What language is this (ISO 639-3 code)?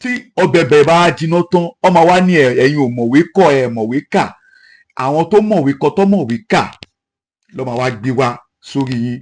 yor